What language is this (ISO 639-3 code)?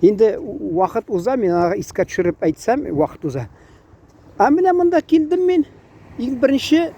tat